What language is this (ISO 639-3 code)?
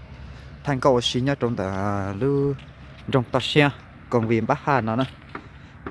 hmn